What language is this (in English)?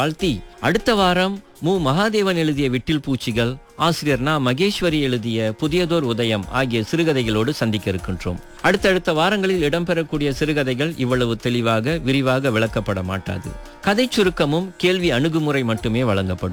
Tamil